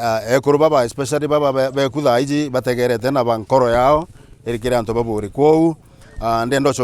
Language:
Meru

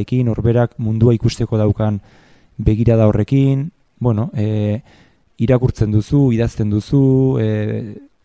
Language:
Basque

